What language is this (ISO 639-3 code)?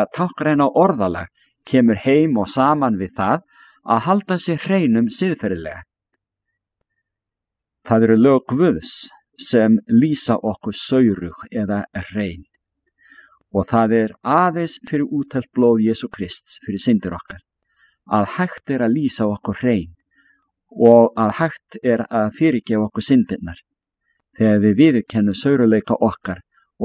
isl